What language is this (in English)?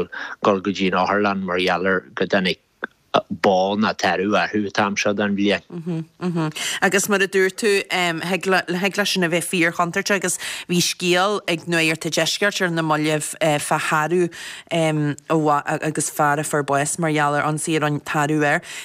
Irish